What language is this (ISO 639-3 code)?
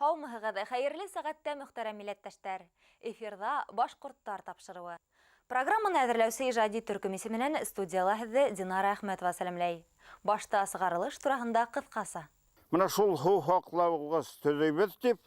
bak